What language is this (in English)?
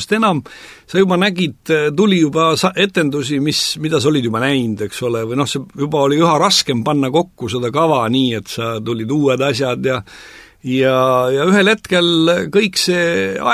Estonian